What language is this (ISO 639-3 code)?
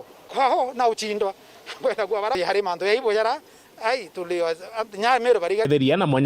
mer